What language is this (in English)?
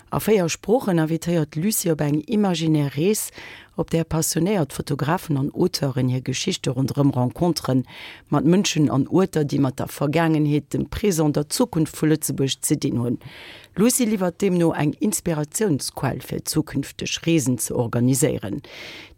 Luxembourgish